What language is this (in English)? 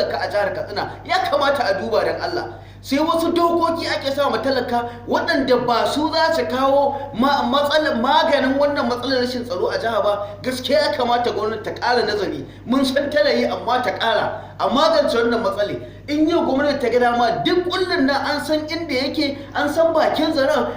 Hausa